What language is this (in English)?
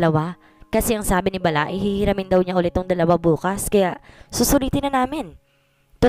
Filipino